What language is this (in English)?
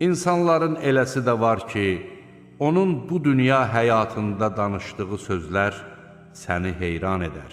Azerbaijani